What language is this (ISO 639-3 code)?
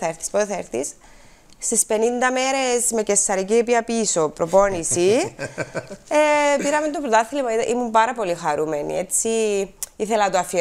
ell